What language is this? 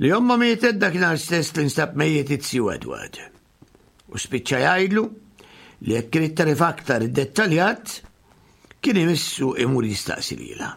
Maltese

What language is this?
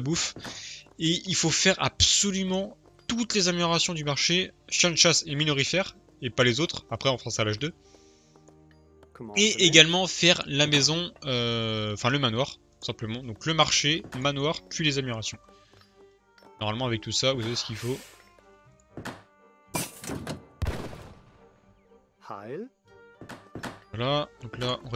French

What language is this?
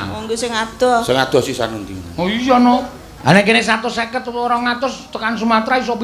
Javanese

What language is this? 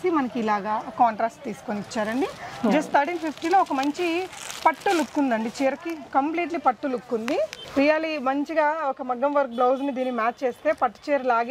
Telugu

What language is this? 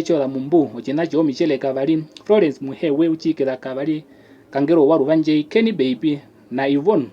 Herero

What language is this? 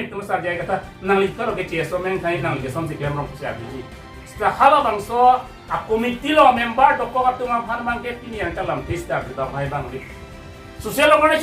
Karbi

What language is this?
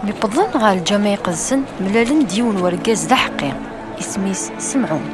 Kabyle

